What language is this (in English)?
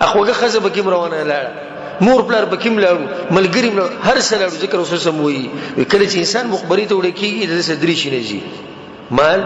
Pashto